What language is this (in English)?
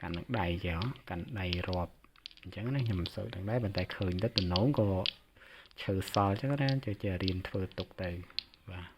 Khmer